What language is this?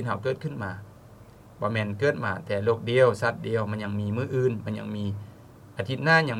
Lao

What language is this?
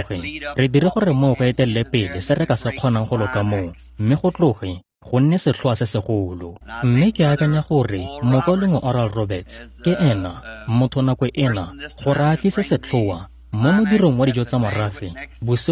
Tswana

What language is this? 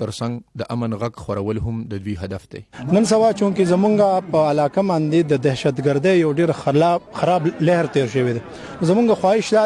Pashto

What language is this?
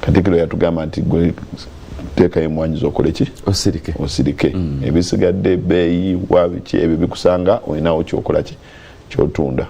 Ganda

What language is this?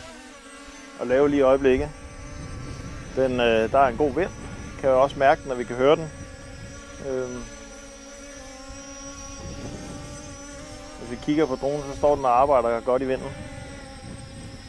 Danish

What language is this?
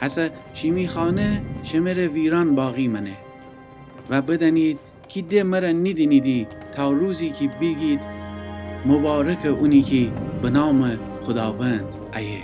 Gilaki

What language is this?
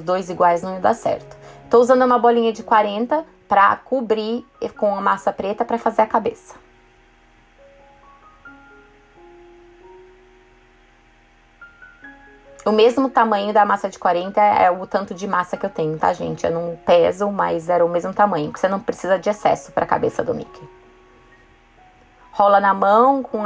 Portuguese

